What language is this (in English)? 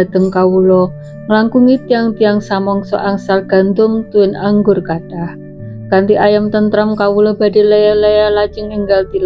Javanese